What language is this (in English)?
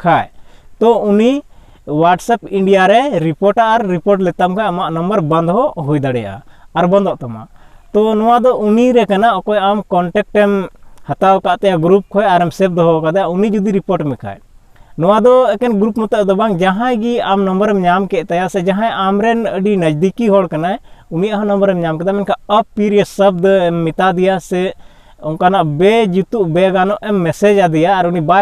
Santali